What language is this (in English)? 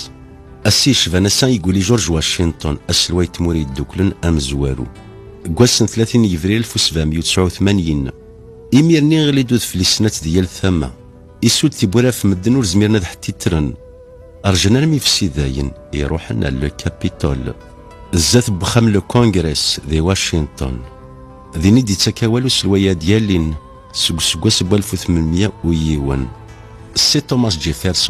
Kabyle